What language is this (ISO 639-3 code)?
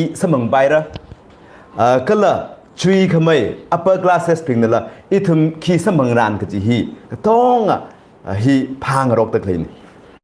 nmf